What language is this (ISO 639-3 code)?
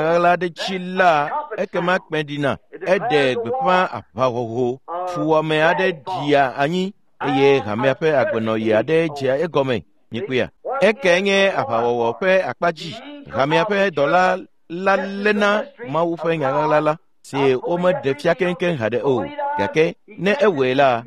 ewe